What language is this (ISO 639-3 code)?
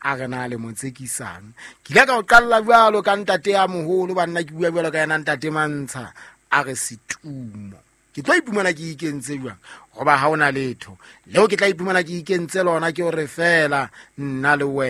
sot